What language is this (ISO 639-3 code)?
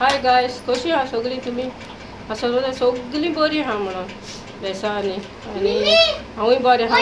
kok